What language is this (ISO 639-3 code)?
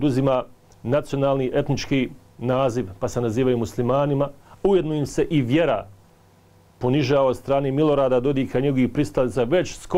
bos